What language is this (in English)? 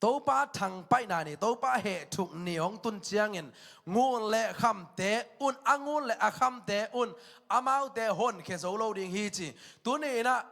Tedim Chin